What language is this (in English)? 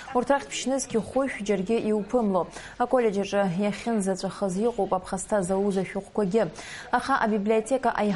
Abkhazian